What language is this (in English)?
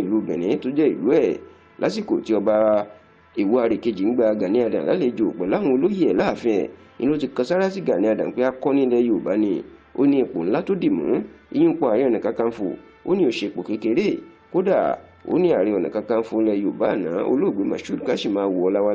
Yoruba